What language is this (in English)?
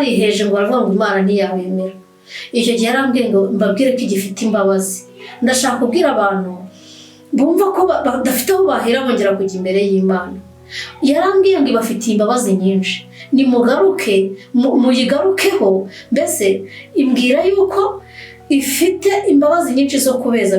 Kinyarwanda